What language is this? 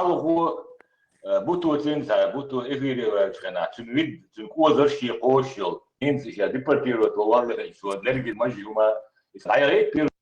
Chechen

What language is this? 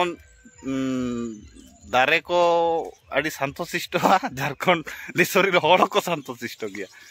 Santali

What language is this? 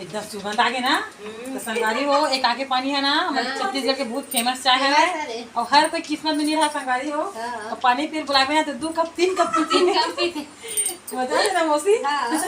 Chhattisgarhi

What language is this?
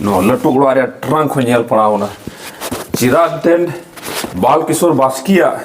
Santali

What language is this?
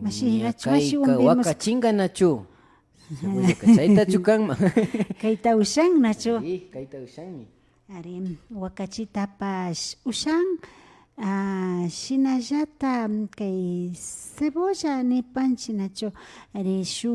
Imbabura Highland Quichua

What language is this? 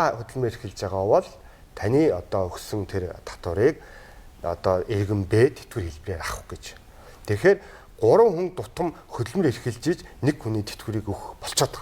Mongolian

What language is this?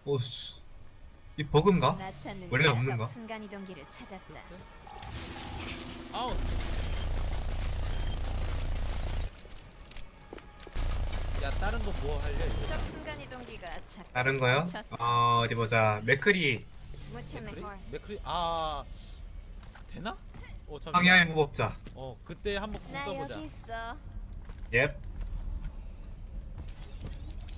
Korean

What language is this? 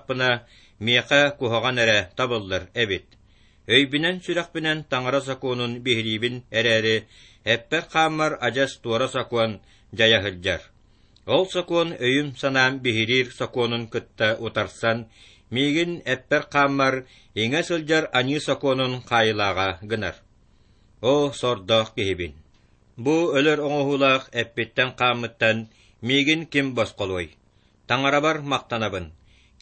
Yakut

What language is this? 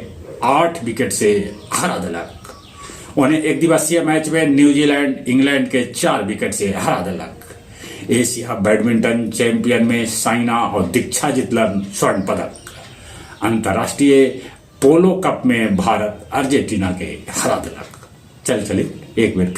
Magahi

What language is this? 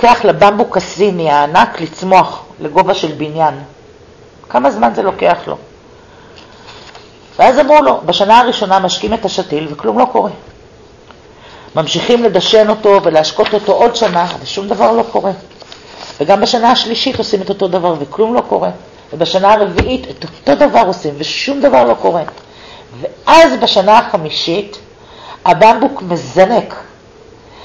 Hebrew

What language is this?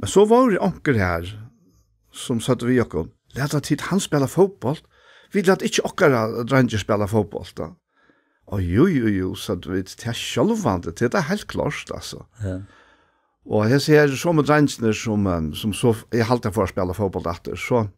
Faroese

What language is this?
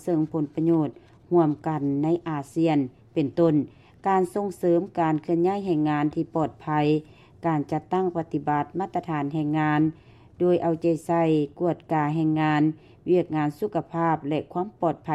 Lao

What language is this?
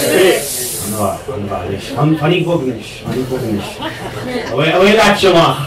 Irish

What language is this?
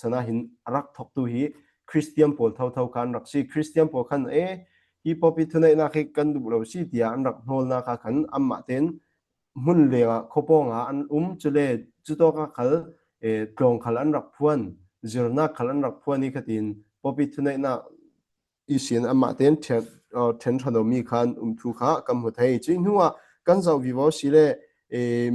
Falam Chin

